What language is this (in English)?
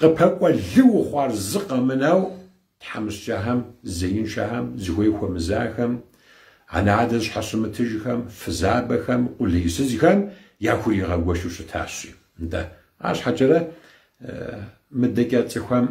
Kabardian